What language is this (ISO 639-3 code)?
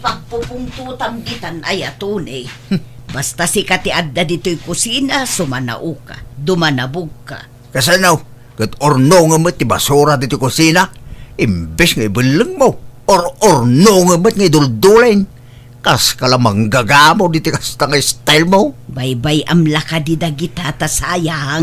ilo